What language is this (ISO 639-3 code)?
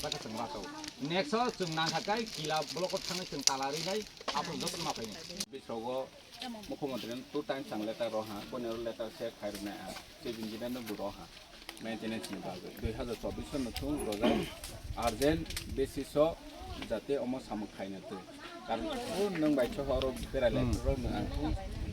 trp